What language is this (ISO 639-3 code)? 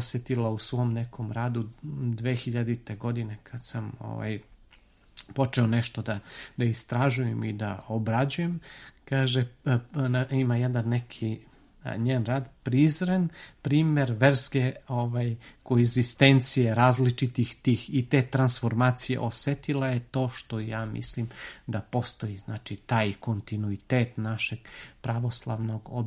srp